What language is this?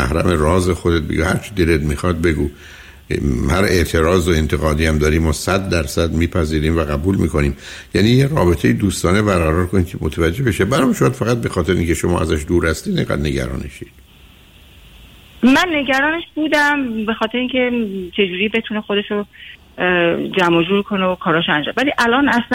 Persian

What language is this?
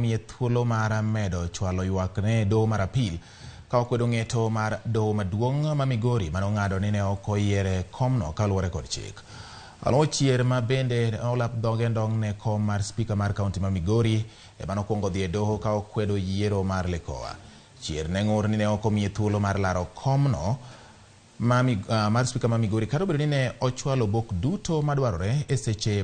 Luo (Kenya and Tanzania)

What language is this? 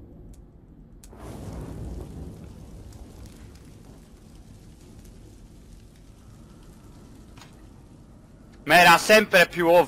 Italian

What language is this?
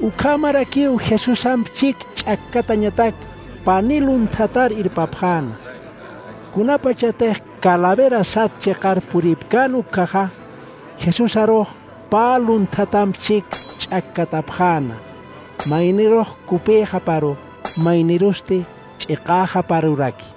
Aymara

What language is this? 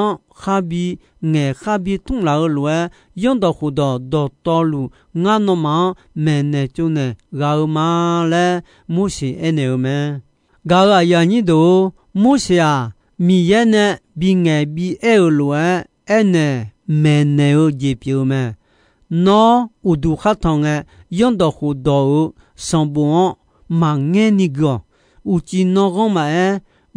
Akha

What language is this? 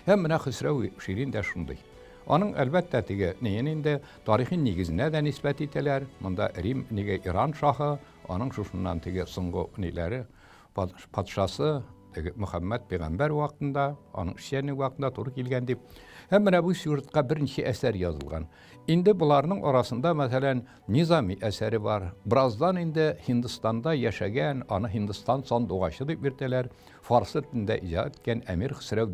Tatar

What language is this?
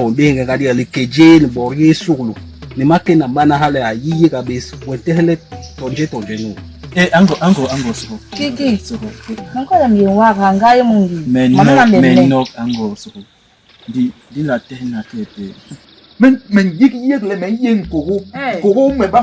Basaa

